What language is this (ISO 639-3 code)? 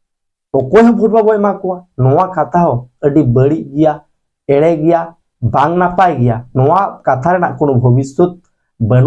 sat